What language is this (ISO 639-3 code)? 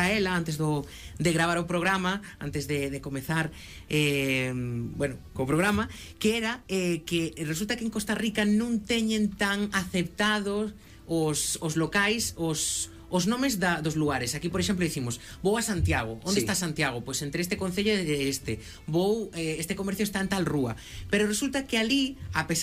glg